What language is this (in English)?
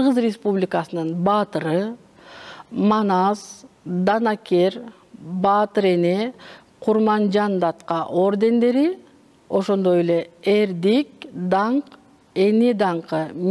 Kyrgyz